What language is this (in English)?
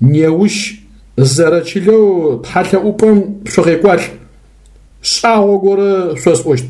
Adyghe